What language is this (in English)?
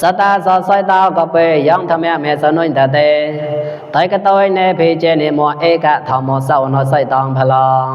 Mon